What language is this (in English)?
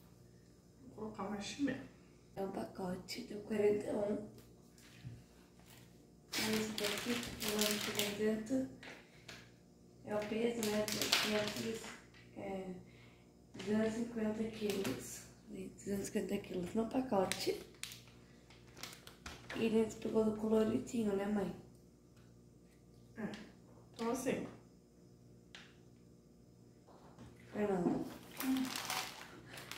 Portuguese